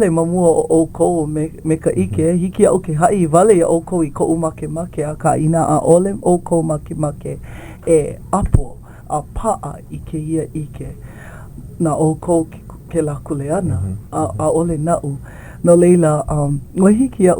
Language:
Hawaiian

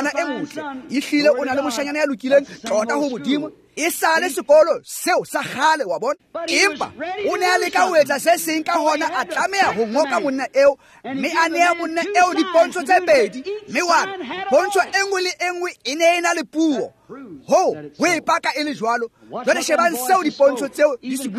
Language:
Tswana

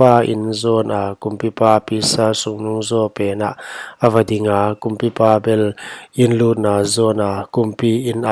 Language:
Paite Chin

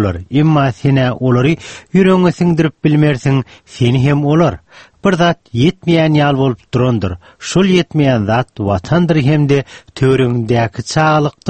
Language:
Turkmen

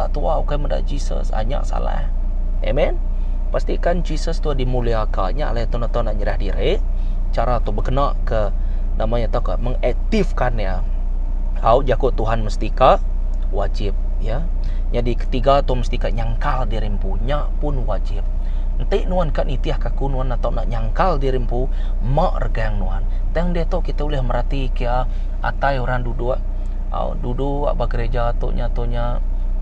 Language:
Iban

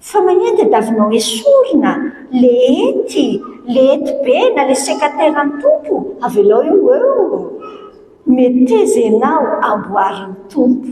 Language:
Malagasy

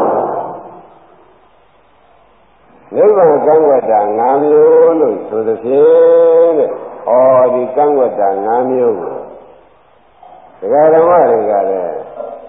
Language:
Burmese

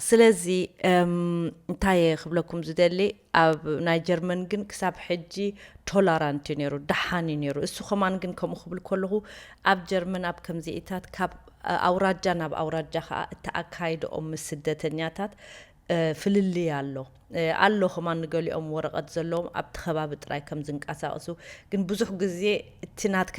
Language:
Tigrinya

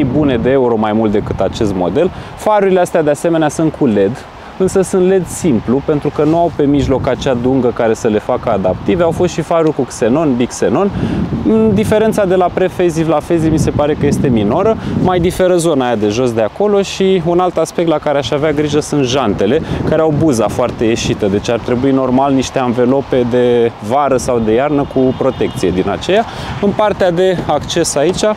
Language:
Romanian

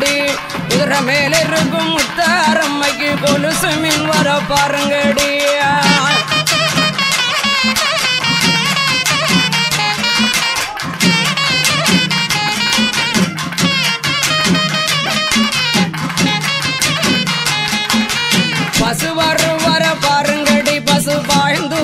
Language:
Tamil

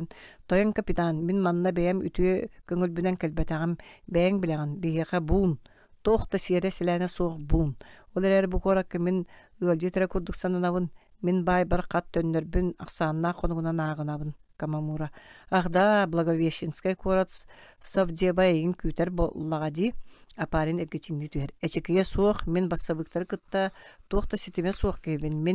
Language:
Yakut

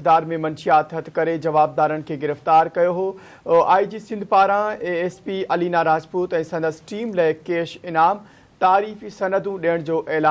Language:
Sindhi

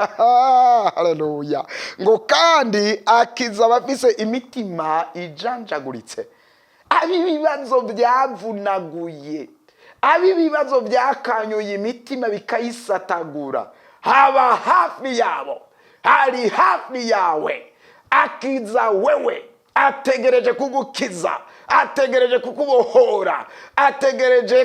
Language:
Rundi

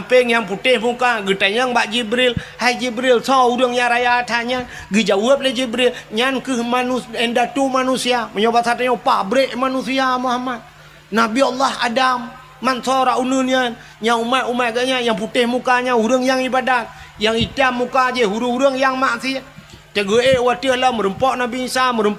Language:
Achinese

